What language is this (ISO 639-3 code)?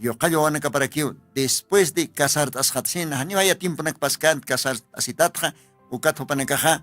aym